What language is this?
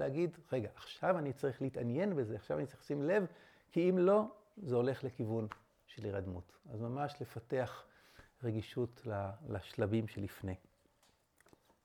Hebrew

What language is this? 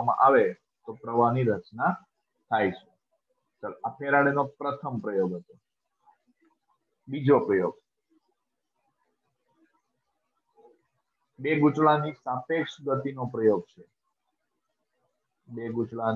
Gujarati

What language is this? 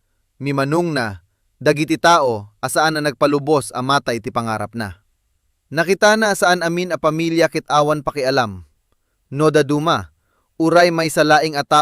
Iloko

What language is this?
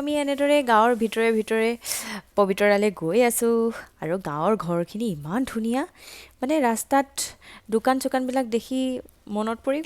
Assamese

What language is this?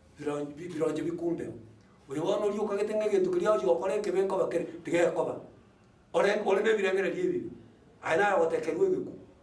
Gusii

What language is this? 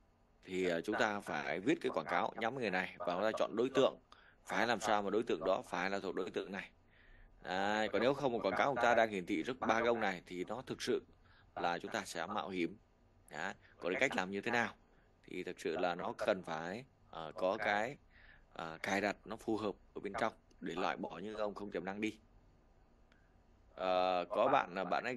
Vietnamese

